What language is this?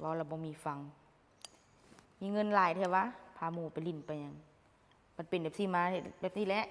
Lao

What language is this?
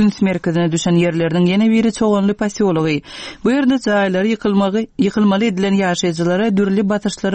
Turkmen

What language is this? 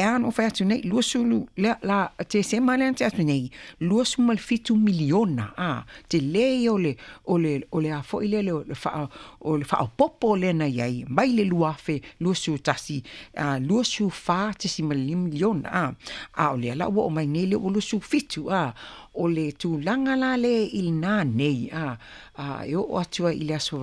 Samoan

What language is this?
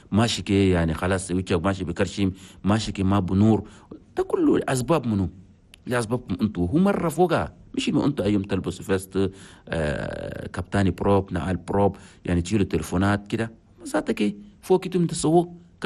Chadian Arabic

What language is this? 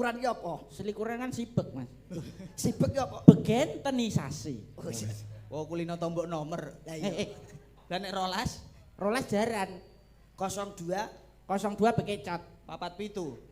Javanese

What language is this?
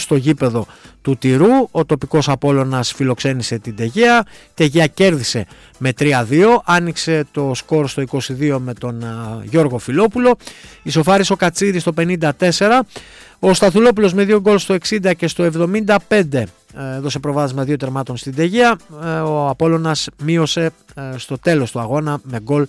Greek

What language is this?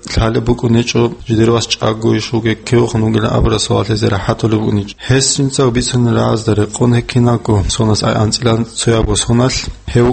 Avaric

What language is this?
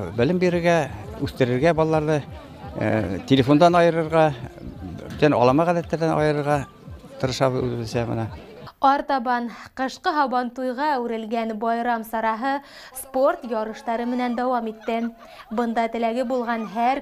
Bashkir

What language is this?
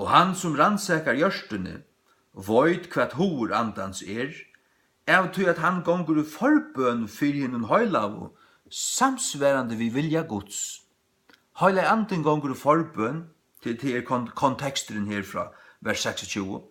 Faroese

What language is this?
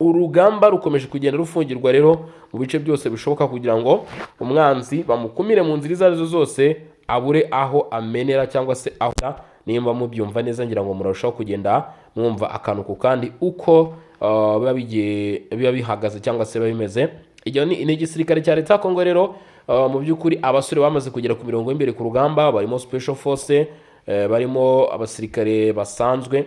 Kinyarwanda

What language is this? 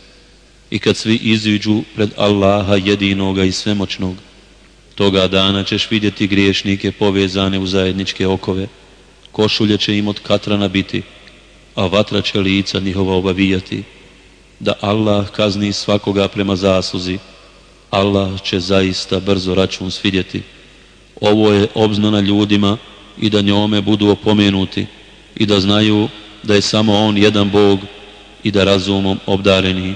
Bosnian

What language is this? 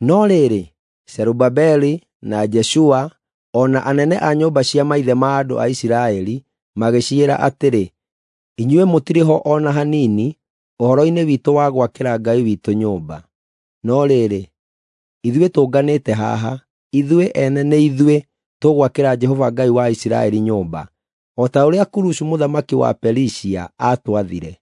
Kikuyu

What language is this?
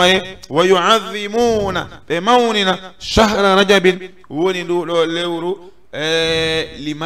Fula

